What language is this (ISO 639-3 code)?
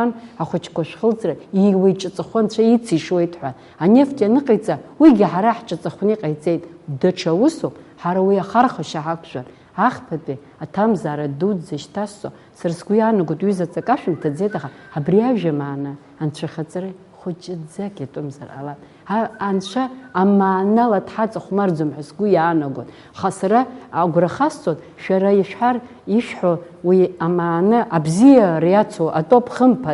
abk